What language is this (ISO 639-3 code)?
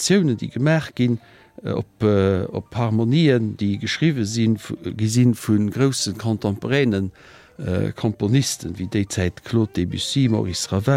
ltz